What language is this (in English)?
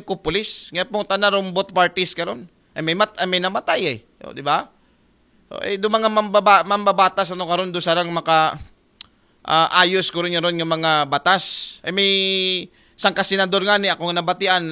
Aklanon